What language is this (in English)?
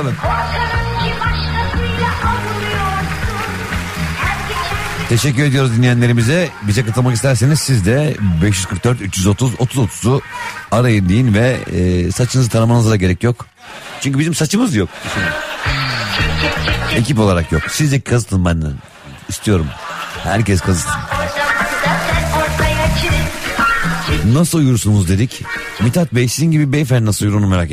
Turkish